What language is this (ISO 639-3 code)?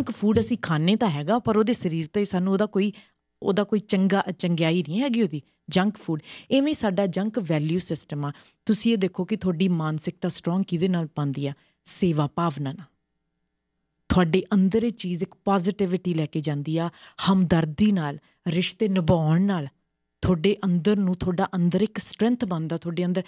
pan